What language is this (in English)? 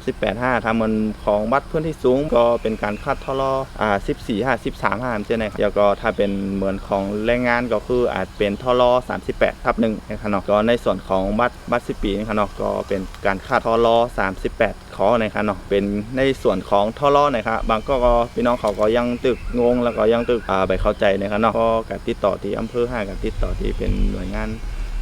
Shan